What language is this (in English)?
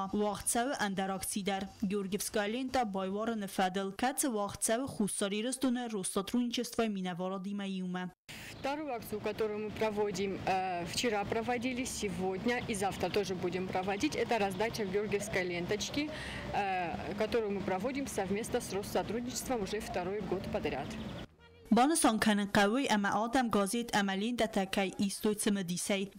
Ossetic